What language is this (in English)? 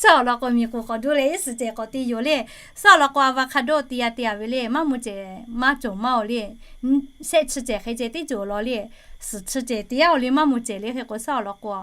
Lahu